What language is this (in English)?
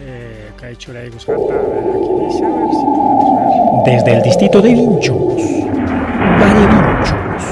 Ayacucho Quechua